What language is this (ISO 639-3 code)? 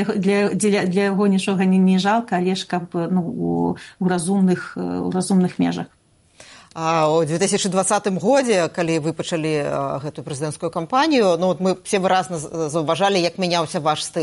bel